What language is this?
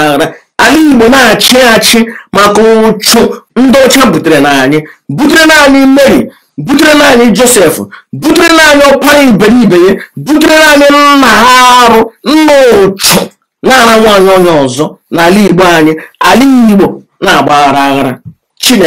Igbo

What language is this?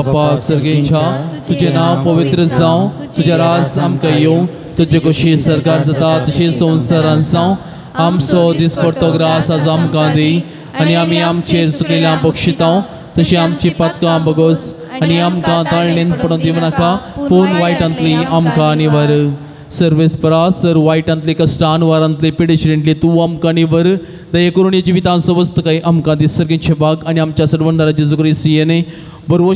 Konkani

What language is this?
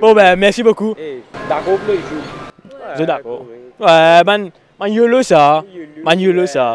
Morisyen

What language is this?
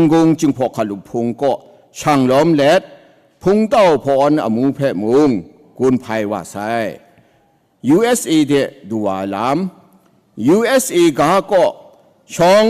Kachin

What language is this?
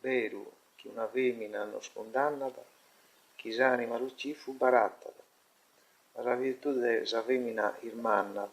Sardinian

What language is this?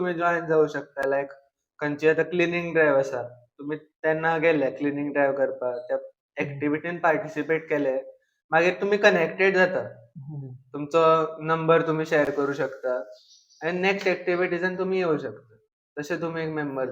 Konkani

